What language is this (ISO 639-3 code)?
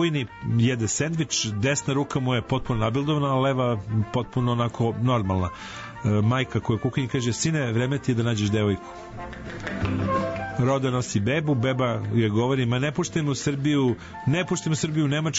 srp